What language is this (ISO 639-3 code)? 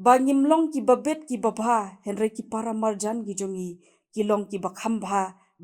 kha